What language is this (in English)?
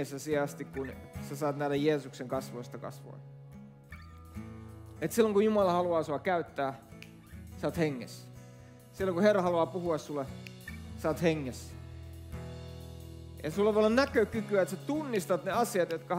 Finnish